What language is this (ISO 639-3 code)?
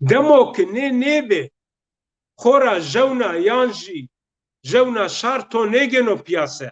zza